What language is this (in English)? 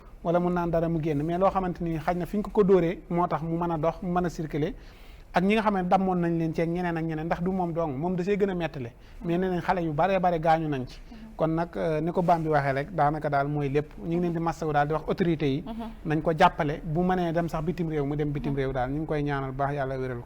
Wolof